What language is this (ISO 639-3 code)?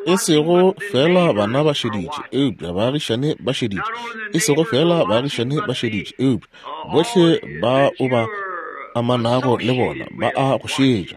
nso